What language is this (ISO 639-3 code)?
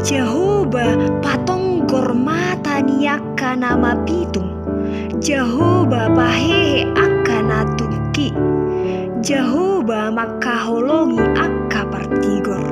bbc